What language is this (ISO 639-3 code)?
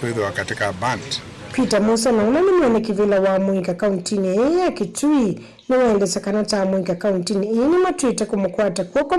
kam